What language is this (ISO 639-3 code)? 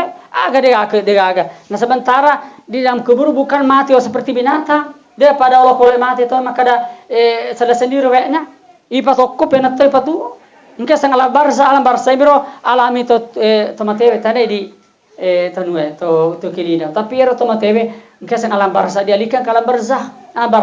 bug